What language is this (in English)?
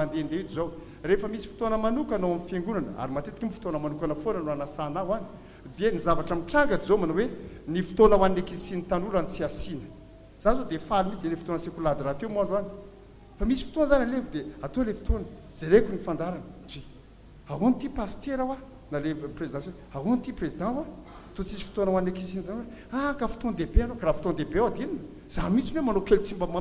Malagasy